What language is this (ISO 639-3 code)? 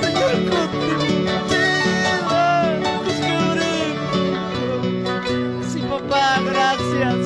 quy